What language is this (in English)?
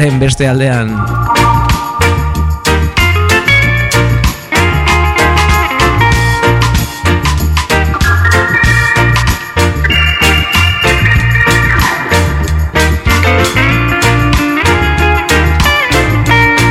Basque